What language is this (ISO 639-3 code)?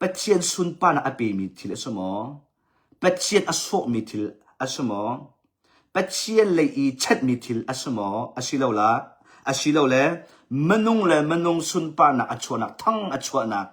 cnh